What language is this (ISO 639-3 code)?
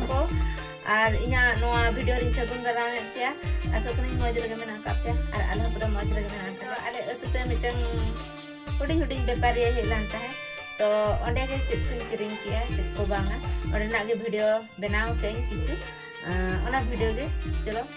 sat